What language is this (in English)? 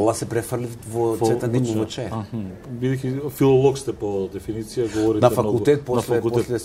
Macedonian